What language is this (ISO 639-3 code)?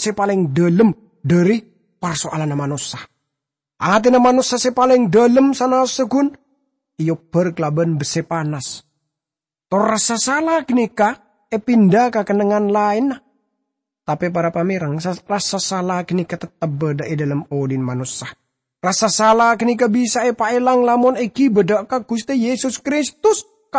mad